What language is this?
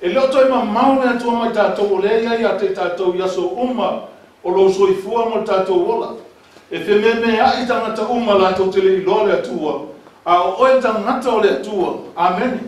Samoan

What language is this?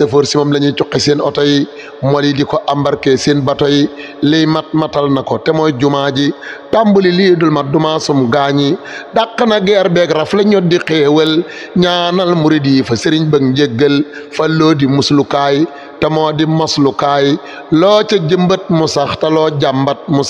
Wolof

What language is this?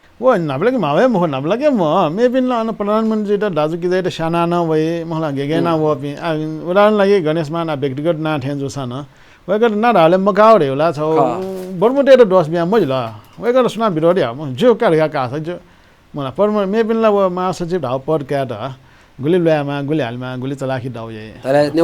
Newari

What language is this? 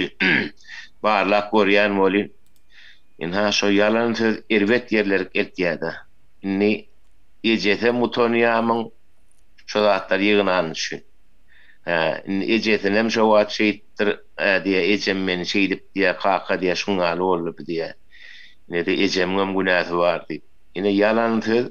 Turkmen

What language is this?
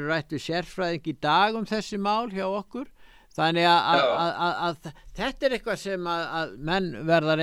Icelandic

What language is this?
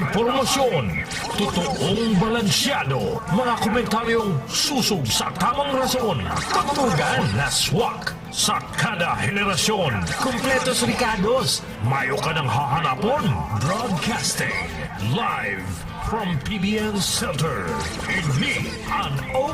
Bikol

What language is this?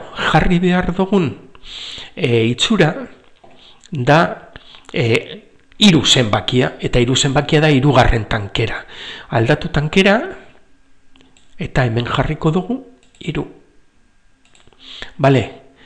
Basque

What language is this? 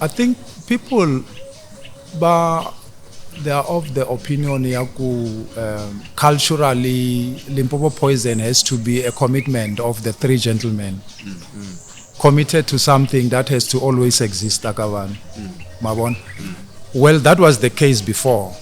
Tsonga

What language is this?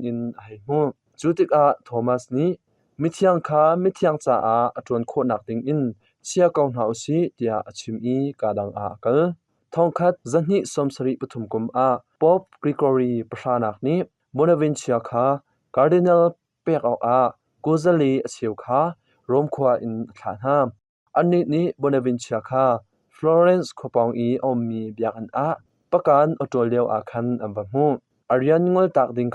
Hakha Chin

